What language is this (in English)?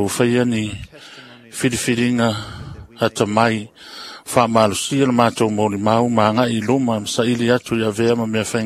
Samoan